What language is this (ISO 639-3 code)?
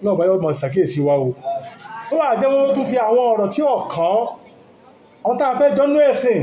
yor